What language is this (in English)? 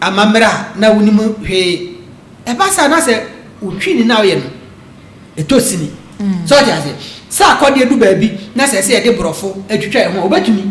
Akan